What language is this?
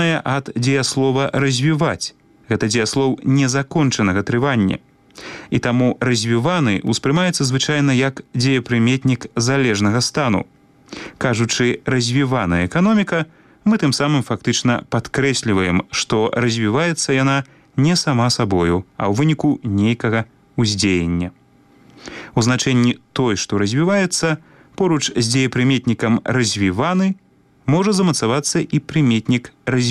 Belarusian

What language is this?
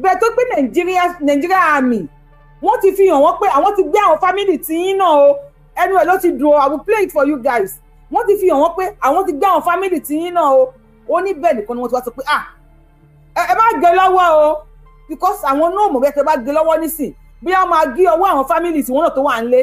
Yoruba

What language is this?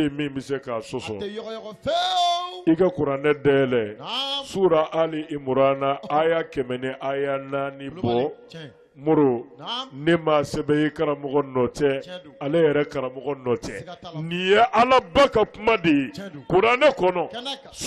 Bambara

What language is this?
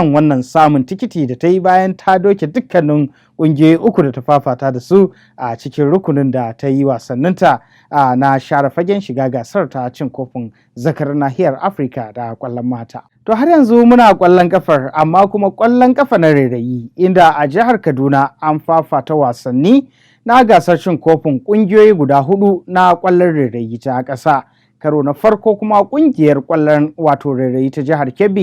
Hausa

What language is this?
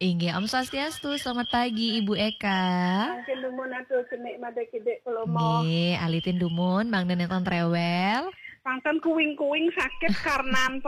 Balinese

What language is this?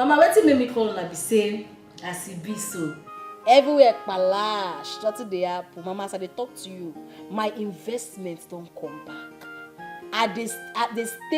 Nigerian Pidgin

